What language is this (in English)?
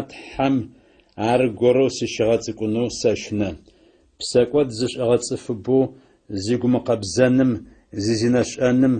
Adyghe